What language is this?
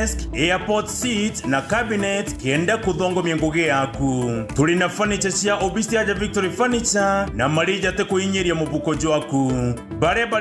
Meru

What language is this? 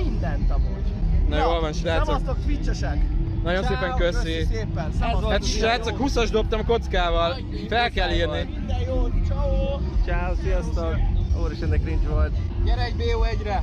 Hungarian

